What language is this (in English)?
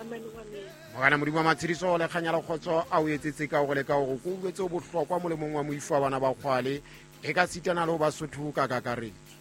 Southern Sotho